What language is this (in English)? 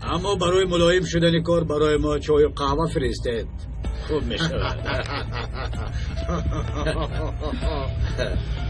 Tajik